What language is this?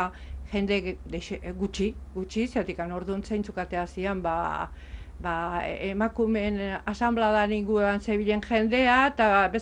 Basque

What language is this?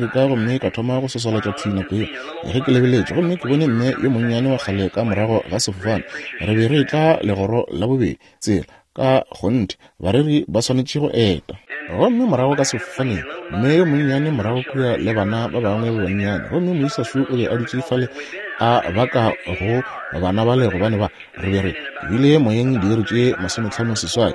Northern Sotho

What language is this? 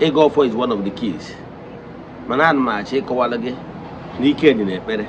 Igbo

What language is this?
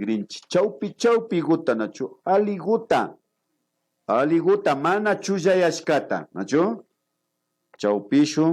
Imbabura Highland Quichua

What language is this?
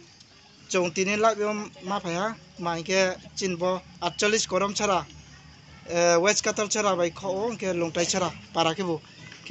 Riang (India)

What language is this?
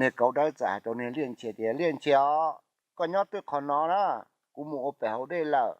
Hmong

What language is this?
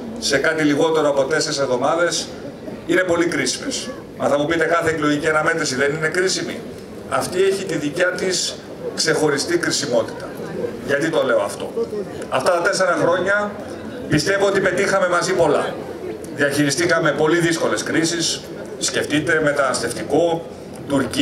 Greek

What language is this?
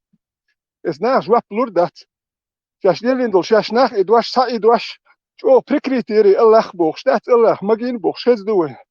Chechen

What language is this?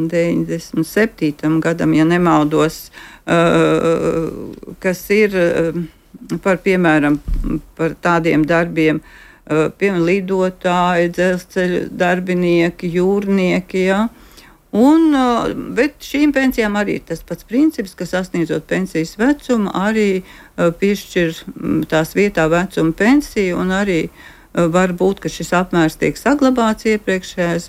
Latvian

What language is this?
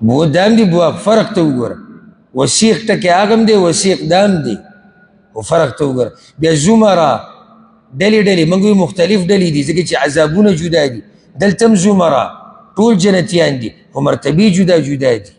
Pashto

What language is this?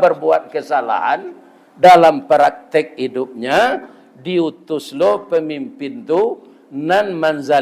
Minangkabau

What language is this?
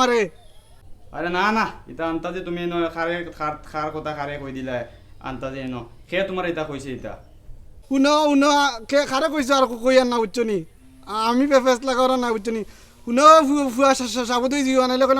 Sylheti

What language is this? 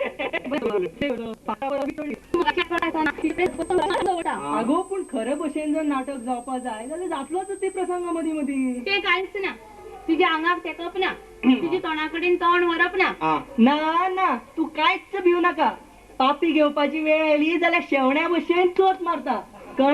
Konkani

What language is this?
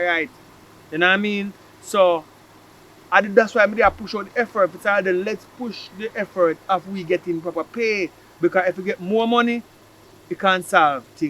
Jamaican Creole English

